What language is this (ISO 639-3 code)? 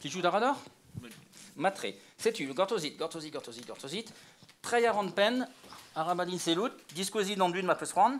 bre